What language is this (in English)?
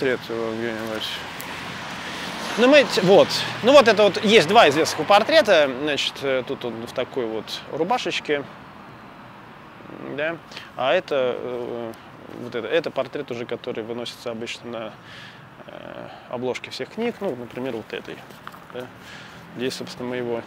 Russian